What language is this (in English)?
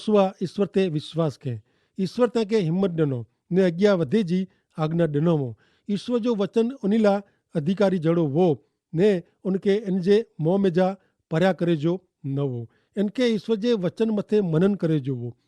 Kachhi